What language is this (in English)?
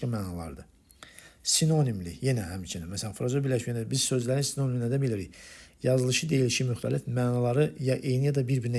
Azerbaijani